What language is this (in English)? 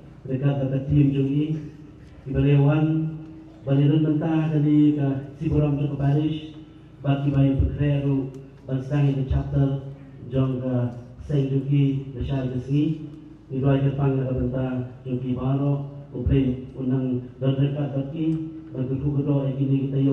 Khasi